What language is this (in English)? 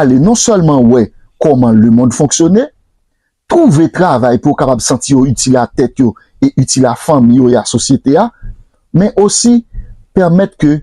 Haitian Creole